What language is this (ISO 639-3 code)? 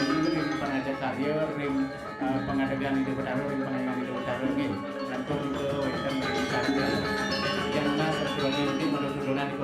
ban